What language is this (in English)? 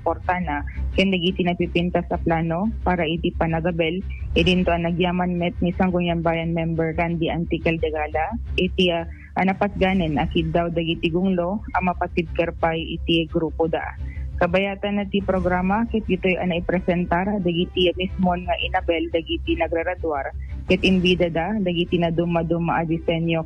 Iloko